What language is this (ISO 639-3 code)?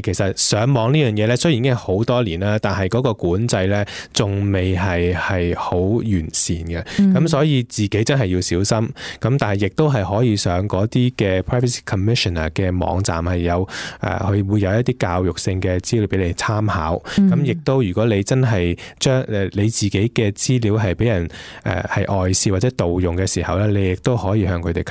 yue